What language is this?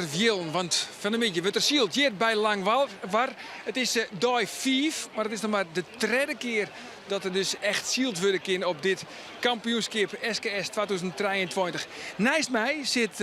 Western Frisian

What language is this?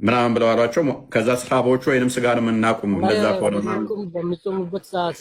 Amharic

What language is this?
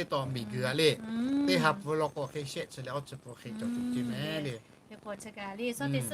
Lahu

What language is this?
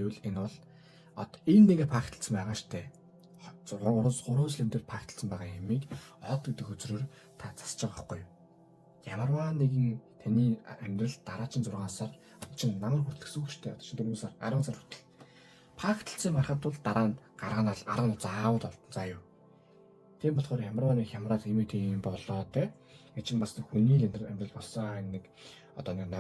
Mongolian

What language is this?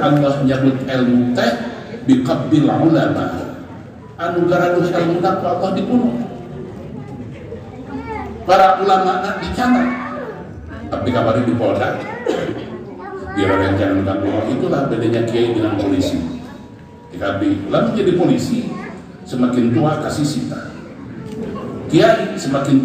Sundanese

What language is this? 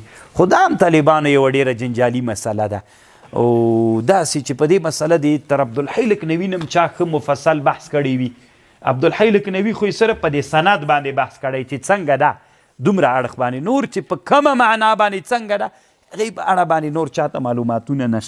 Pashto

